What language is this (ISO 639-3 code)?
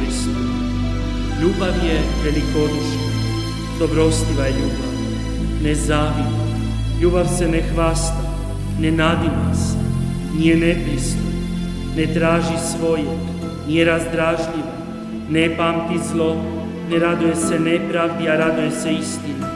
hrv